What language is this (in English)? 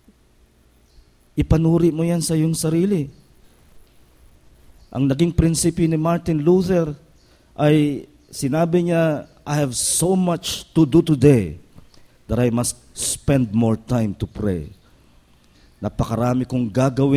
Filipino